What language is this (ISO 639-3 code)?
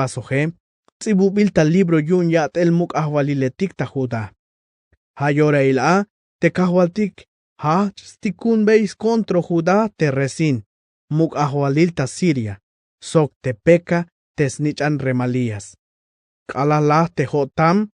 tzh